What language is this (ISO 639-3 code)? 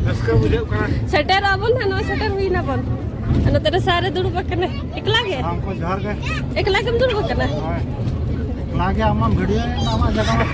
sat